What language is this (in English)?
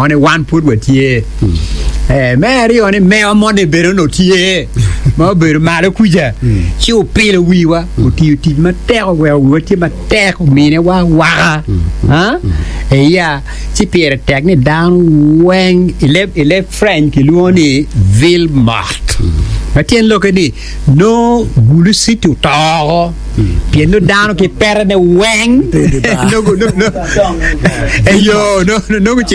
Acoli